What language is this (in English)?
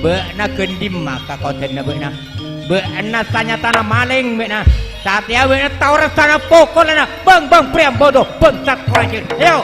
Madurese